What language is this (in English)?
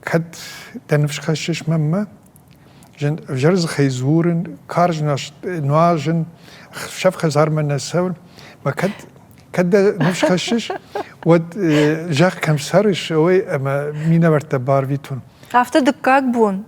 Ossetic